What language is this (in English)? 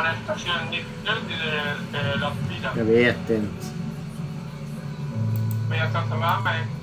Swedish